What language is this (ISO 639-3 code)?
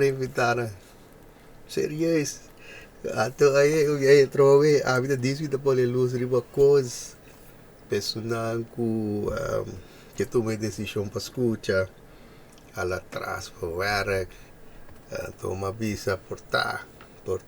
pap